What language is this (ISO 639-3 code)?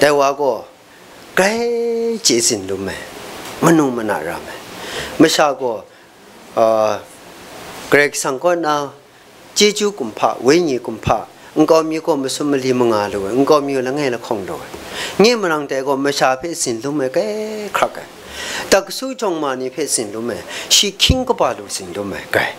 kac